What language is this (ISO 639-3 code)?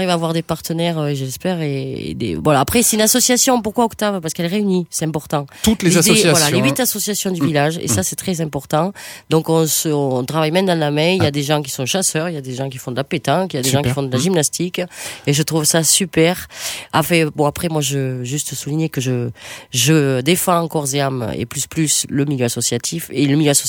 fra